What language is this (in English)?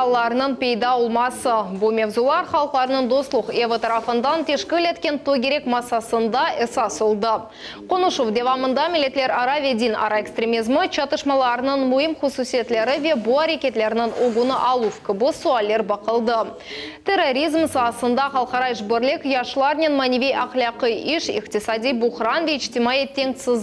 Crimean Tatar